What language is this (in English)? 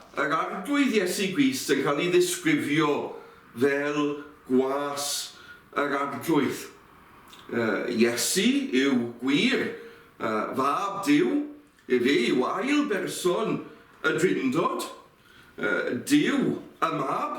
Welsh